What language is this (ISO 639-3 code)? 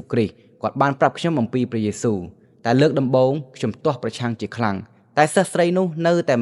khm